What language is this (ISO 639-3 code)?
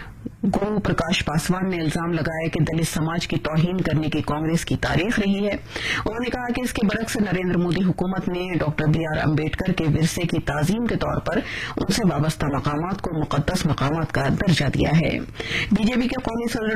urd